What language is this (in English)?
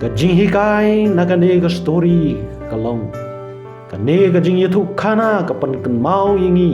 Khasi